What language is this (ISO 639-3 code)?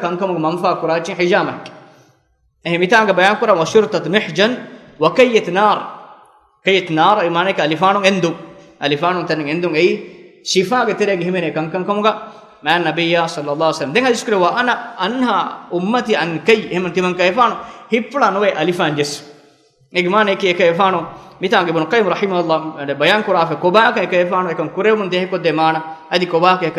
div